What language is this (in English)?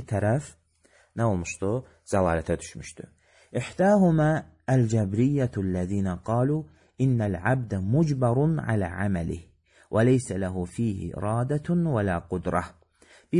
Azerbaijani